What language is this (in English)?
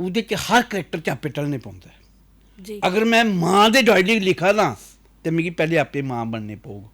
Dogri